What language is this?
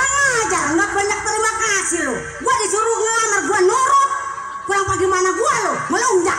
Betawi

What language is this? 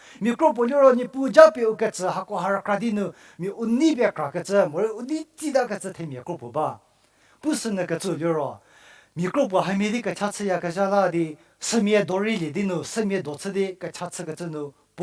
Angami Naga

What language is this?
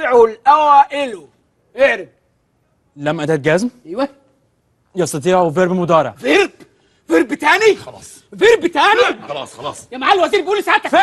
Egyptian Arabic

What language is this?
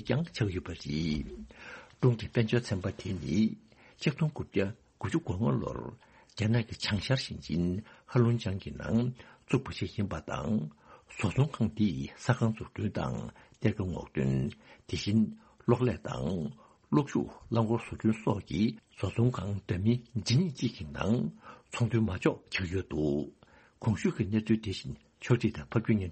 Tibetan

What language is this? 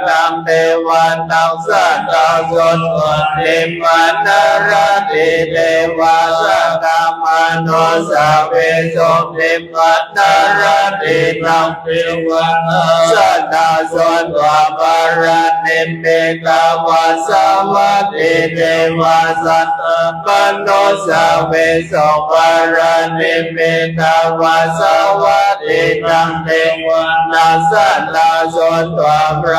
Pali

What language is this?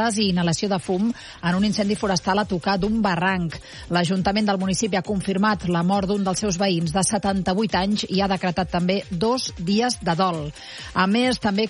Catalan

